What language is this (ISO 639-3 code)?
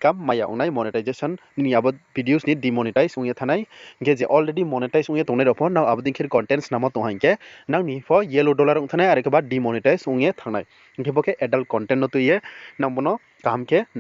ria